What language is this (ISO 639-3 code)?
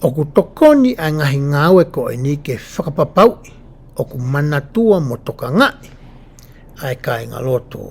ton